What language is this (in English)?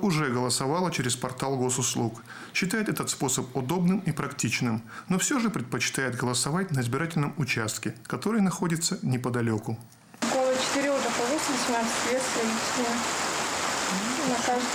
Russian